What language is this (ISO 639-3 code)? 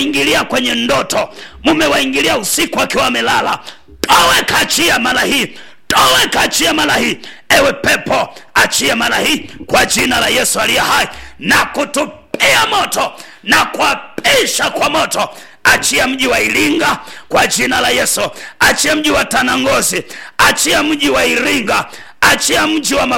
swa